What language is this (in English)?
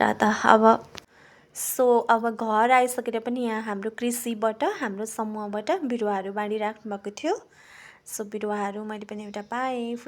Nepali